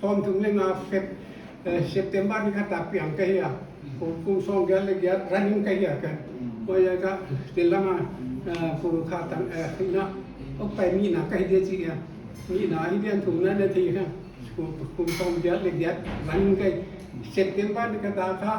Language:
Paite Chin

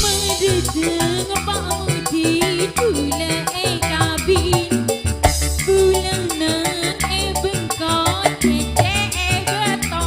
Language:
Madurese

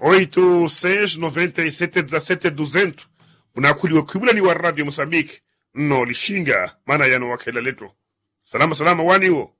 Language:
Makhuwa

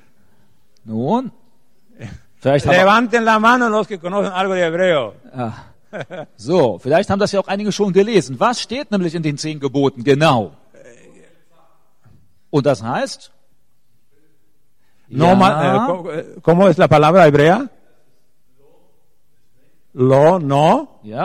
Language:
German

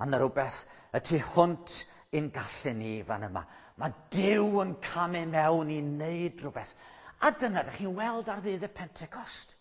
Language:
Welsh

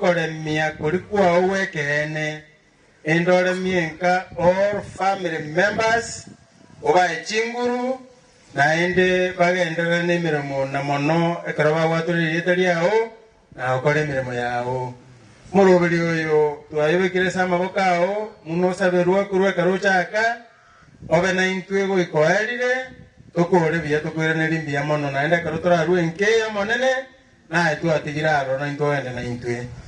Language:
Gusii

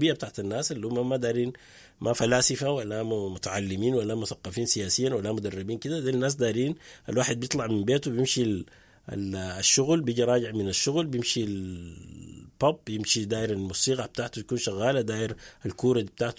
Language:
Sudanese Arabic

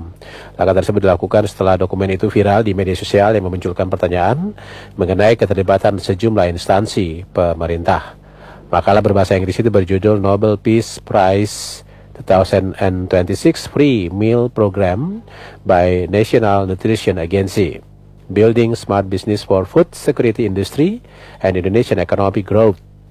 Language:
Indonesian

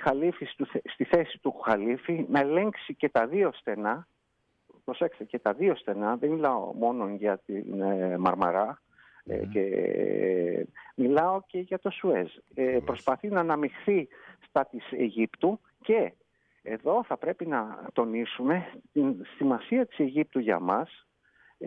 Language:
Greek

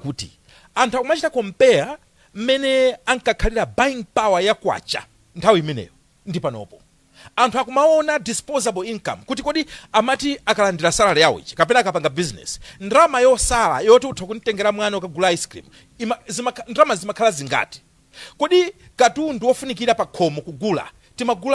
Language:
Nyanja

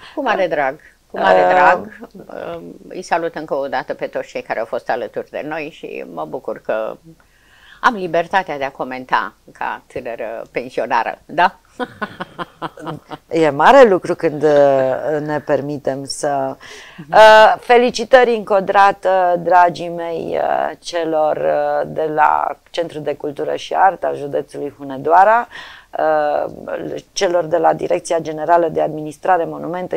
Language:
Romanian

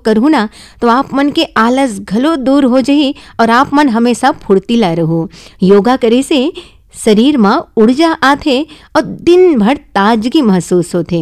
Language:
Hindi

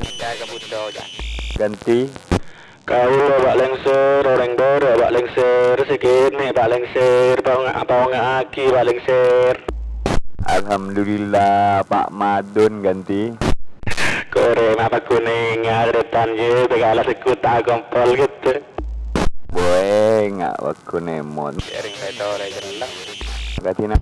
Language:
Madurese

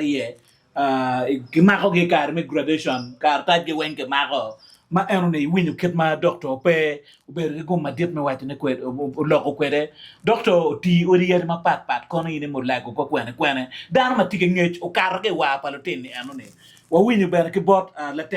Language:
Acoli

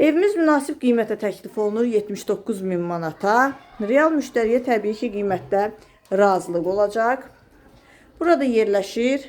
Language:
Azerbaijani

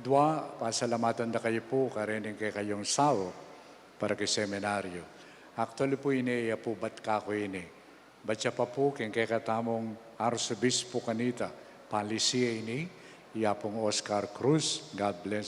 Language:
Pampanga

